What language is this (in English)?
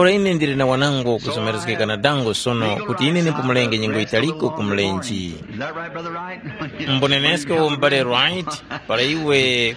Tumbuka